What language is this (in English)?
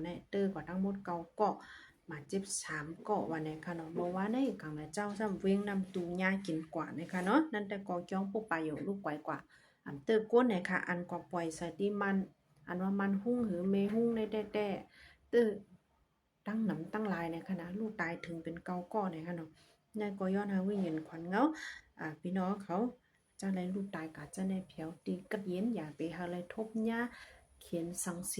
Shan